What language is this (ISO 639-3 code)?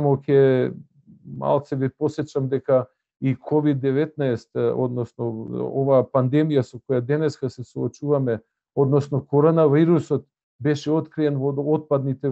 mkd